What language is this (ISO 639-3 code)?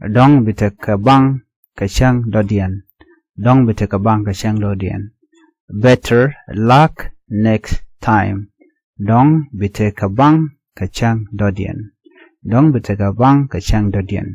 nus